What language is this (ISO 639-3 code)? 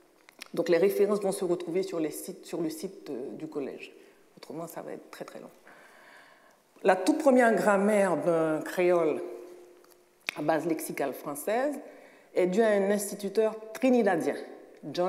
fra